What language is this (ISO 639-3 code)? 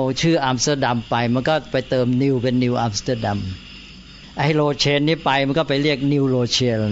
tha